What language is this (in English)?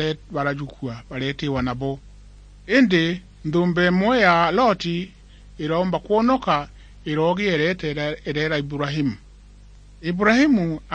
Meru